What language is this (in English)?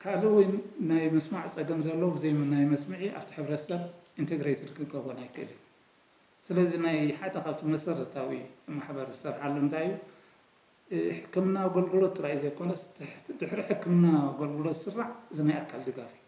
Tigrinya